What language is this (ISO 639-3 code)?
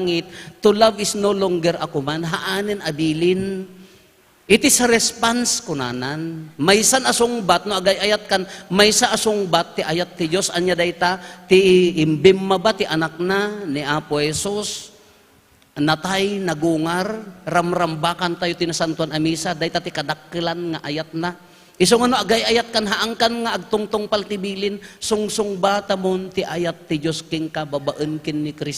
ilo